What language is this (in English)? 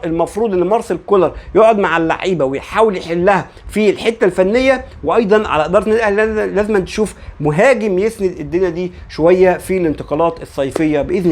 Egyptian Arabic